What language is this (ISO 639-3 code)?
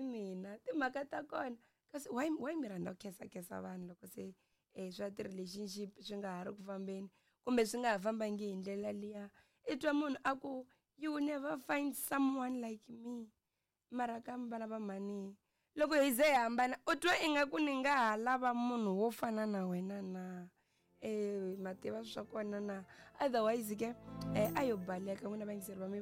tso